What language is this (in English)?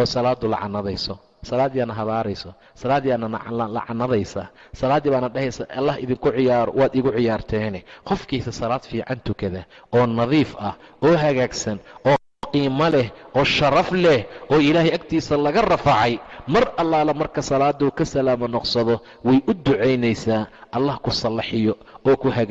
Somali